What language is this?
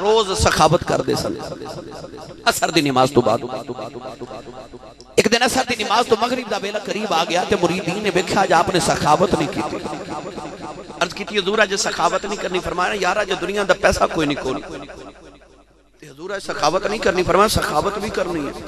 Western Panjabi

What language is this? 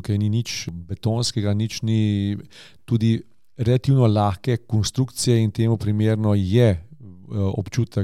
Slovenian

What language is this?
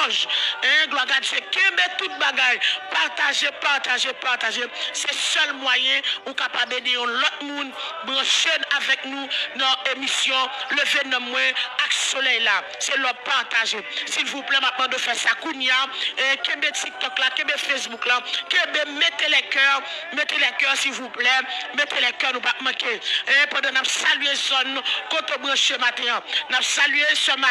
Haitian Creole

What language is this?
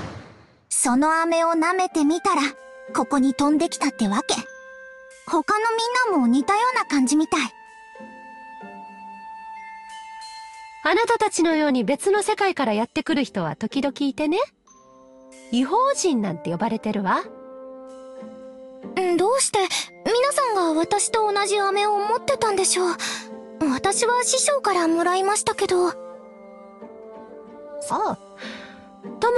Japanese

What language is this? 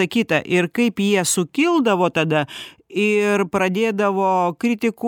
Lithuanian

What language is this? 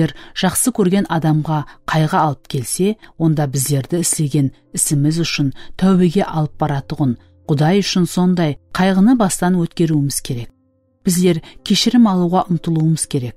Kara-Kalpak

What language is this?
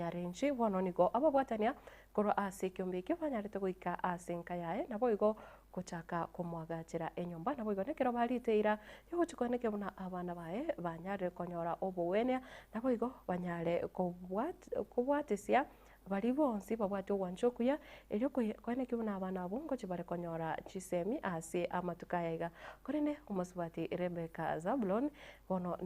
Gusii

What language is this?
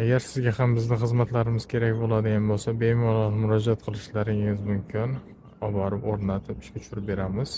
Uzbek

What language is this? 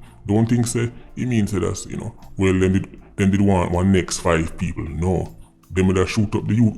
Jamaican Creole English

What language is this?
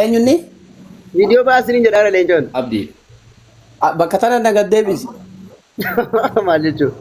Oromo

